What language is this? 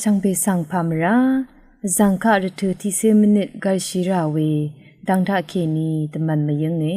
Rawang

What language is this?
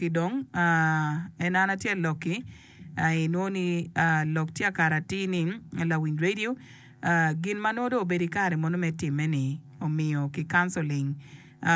Acoli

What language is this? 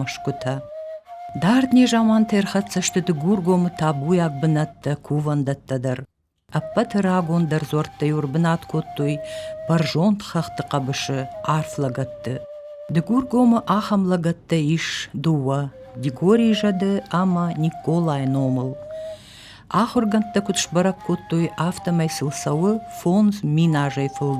Ossetic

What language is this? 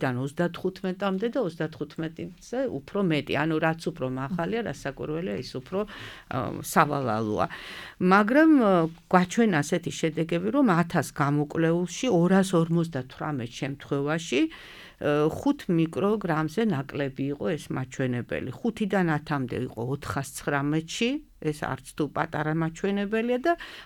Georgian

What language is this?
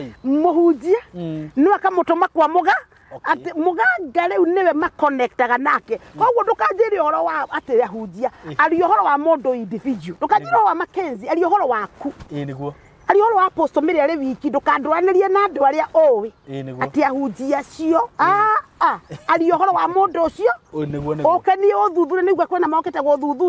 Kikuyu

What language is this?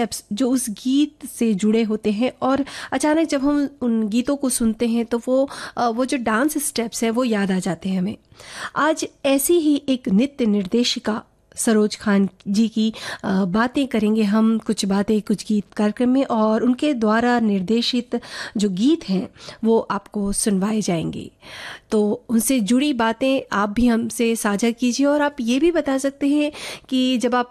Hindi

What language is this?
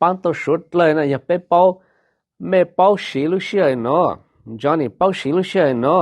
Hmong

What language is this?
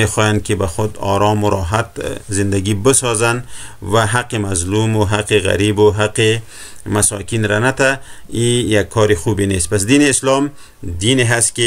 Persian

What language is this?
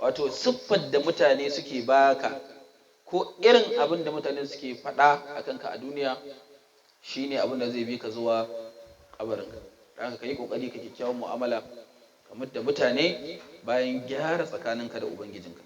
Hausa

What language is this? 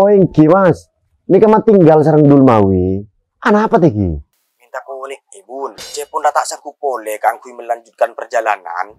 Madurese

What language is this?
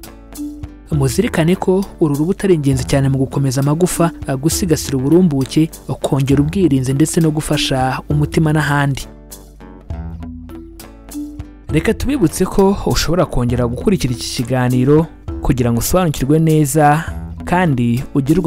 Kinyarwanda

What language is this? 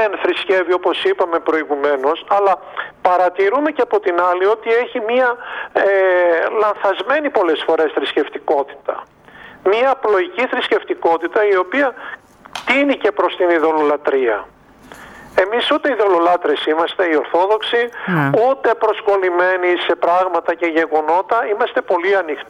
Greek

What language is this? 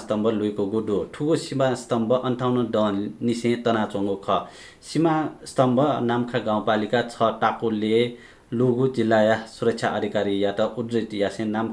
Newari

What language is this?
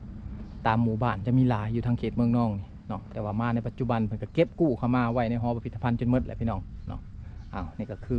Lao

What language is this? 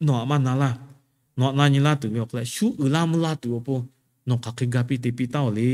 Lahu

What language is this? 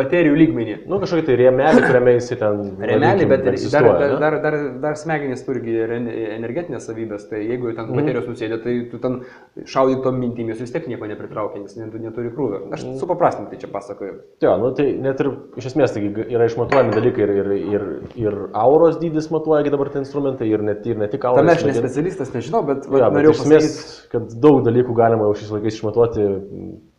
Lithuanian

